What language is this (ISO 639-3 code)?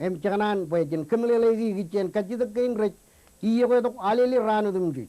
mah